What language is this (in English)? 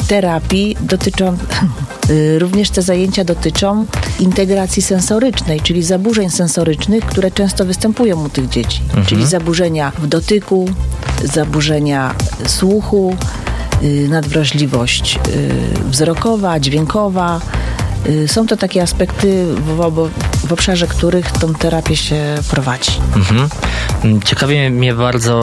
Polish